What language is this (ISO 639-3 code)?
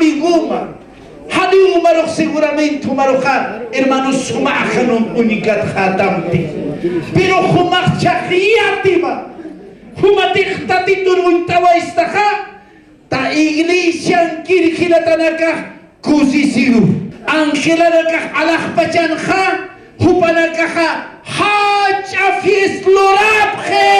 aym